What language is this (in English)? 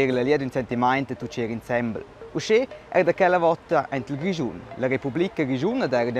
Romansh